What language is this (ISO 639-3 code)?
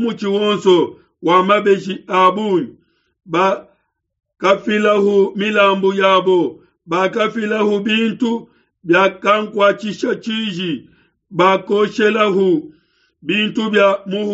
lua